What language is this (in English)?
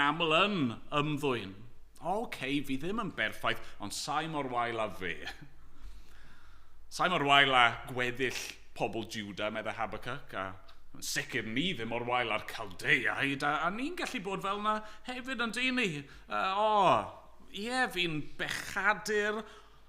Welsh